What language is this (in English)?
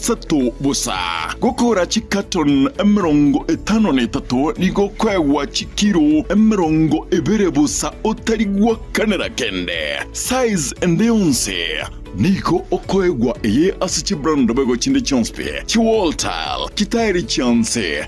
Gusii